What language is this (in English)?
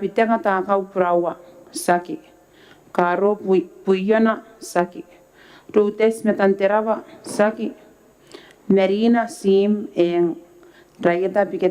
Gilbertese